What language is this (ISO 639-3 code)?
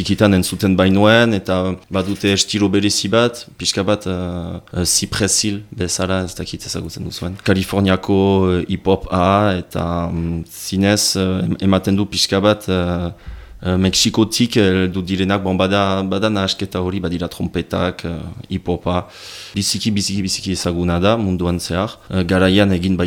eus